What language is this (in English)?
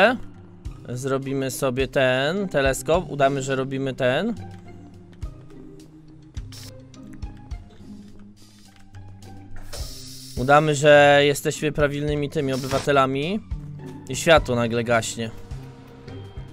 Polish